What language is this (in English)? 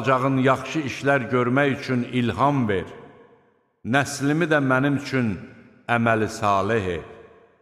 Azerbaijani